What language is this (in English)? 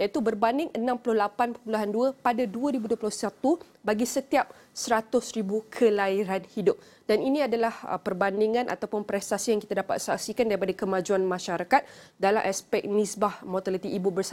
Malay